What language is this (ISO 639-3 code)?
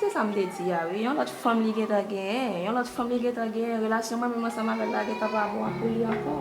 hat